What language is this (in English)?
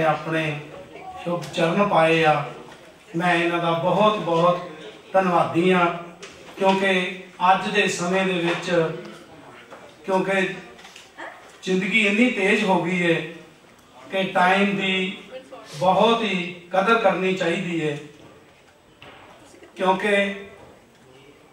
Punjabi